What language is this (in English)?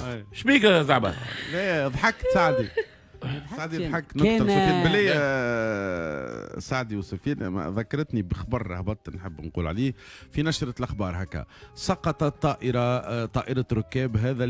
Tunisian Arabic